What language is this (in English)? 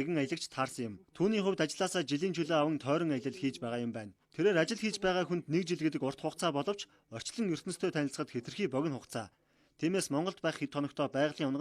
Mongolian